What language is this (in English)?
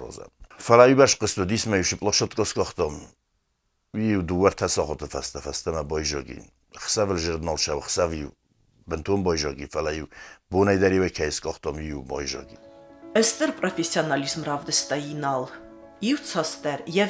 Ossetic